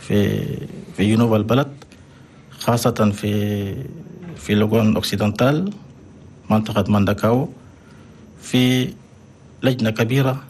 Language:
Chadian Arabic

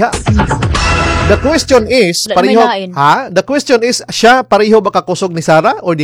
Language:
Cebuano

